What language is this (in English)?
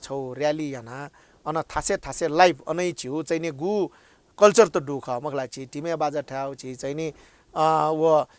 Newari